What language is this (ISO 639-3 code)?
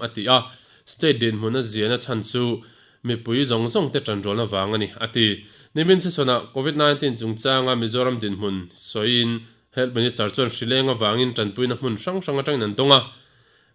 lus